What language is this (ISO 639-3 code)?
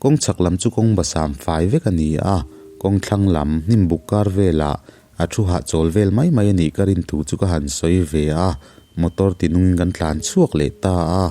lus